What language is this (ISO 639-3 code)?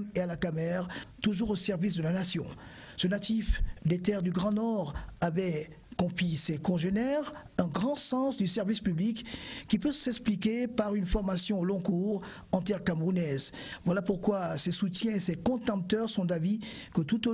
fra